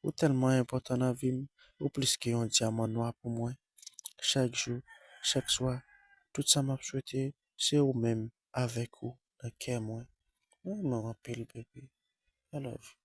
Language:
Haitian Creole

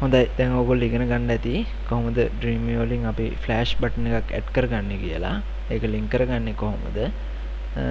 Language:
Sinhala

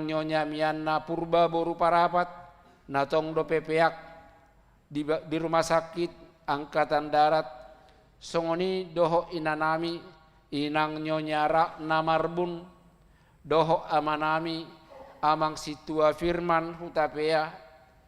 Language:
Batak Toba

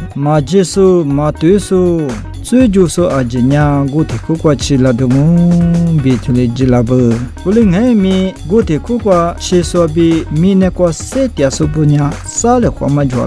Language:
Lisu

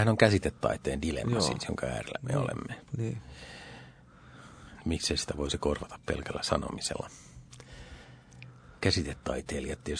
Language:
Finnish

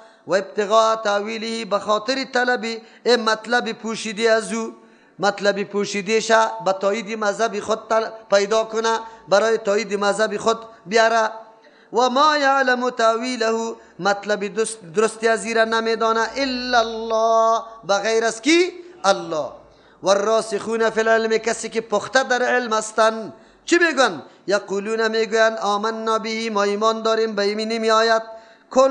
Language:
Persian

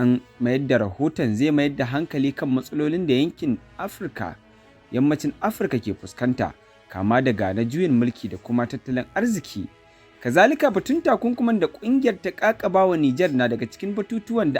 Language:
Hausa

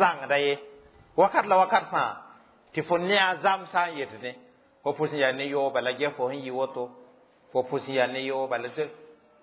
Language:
Mossi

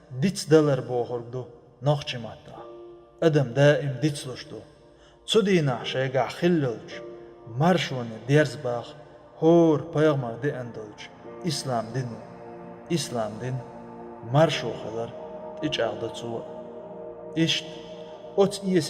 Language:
Chechen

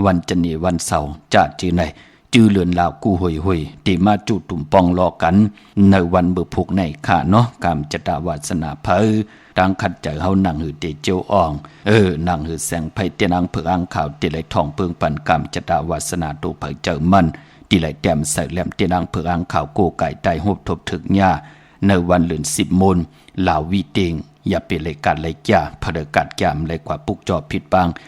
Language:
Shan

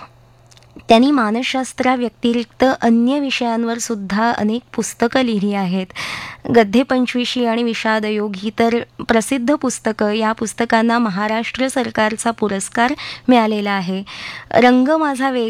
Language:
Marathi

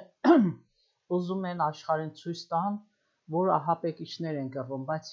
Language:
Armenian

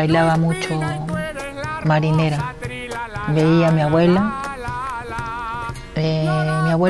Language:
Spanish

